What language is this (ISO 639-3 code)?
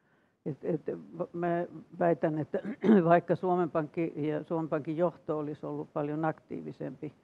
fin